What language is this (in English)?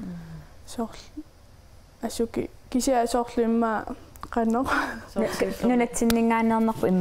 Kalaallisut